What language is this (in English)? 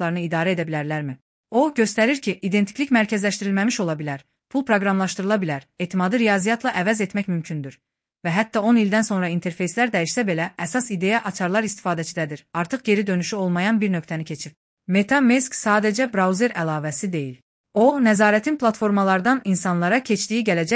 Azerbaijani